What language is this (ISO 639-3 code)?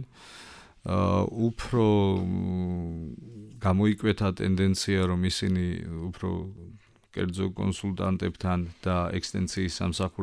kat